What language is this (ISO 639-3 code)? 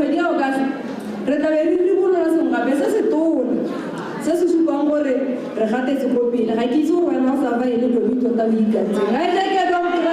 tsn